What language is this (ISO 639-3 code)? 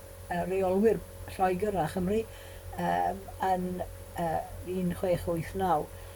cym